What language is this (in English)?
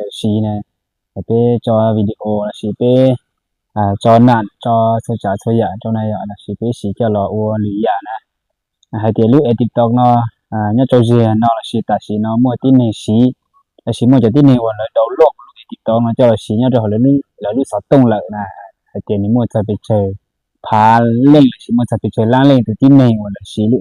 Hmong